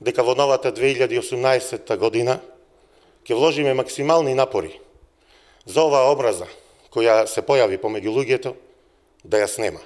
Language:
Macedonian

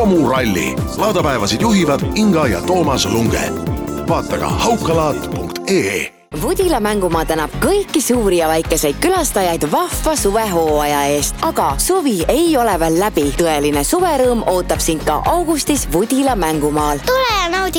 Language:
Estonian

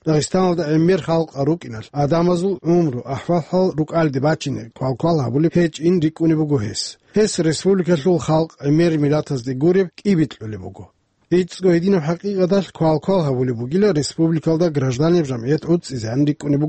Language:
Avaric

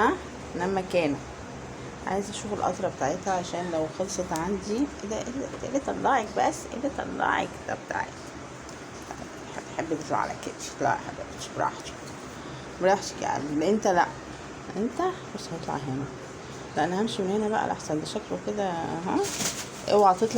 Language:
Egyptian Arabic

